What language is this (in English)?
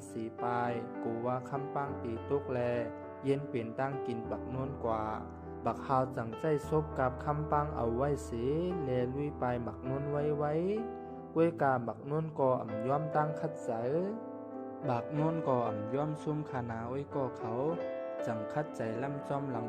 Shan